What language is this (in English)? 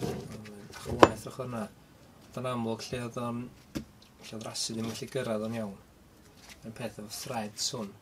Welsh